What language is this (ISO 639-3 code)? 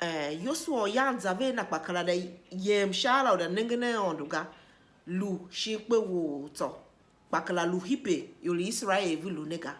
tiv